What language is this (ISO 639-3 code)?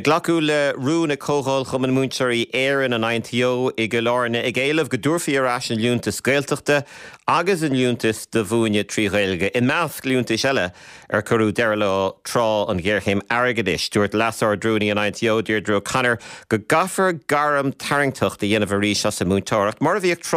gle